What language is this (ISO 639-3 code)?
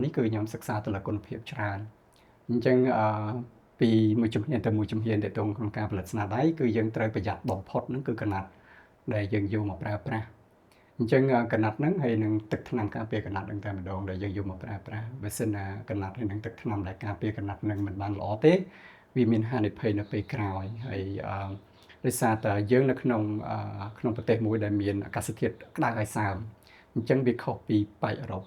khm